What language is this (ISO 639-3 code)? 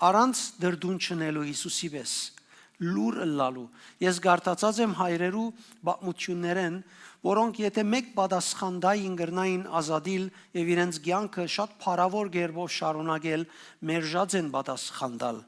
hyw